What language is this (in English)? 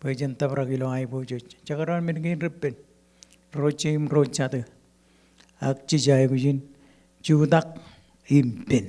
Marshallese